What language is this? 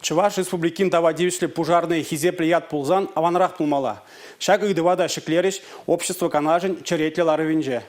Chuvash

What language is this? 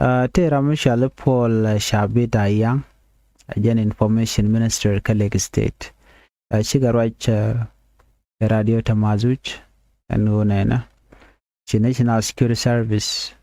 Nuer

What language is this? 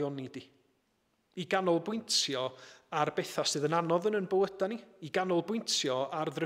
Welsh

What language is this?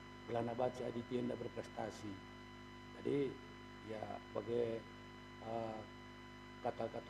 Batak Karo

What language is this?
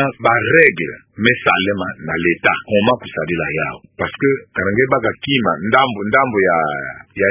Kituba (Democratic Republic of Congo)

